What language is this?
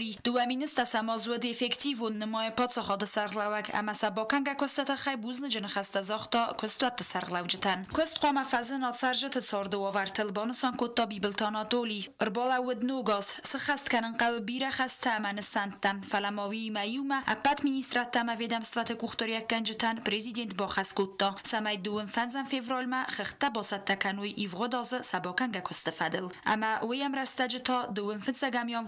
Ossetic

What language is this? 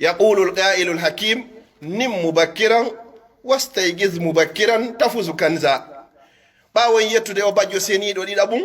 Pular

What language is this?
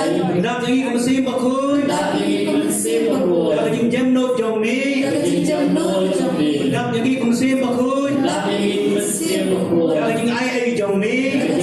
Khasi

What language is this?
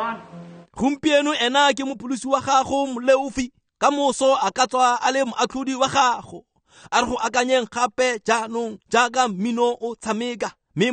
Tswana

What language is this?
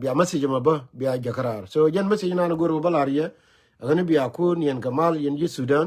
Nuer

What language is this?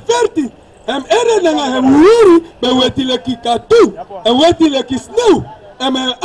Sranan Tongo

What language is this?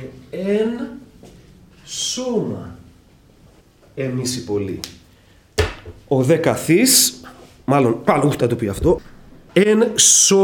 Greek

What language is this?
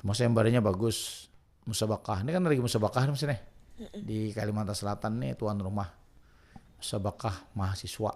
Banjar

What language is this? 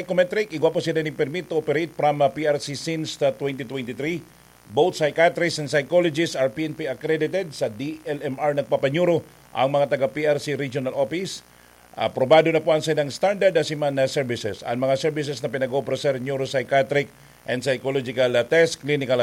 Bikol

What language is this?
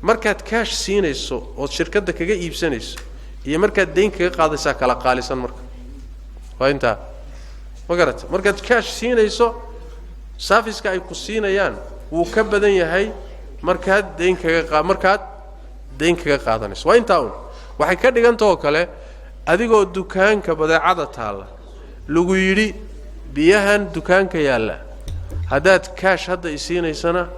Somali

